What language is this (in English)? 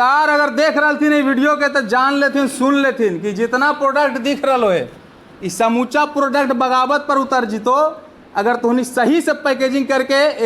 Magahi